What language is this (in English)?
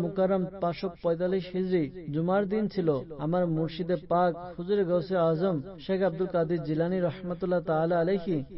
Bangla